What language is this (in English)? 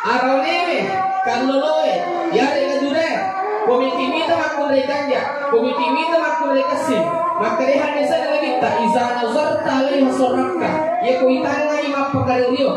Buginese